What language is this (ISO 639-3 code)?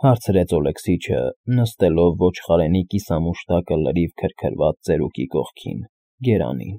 hye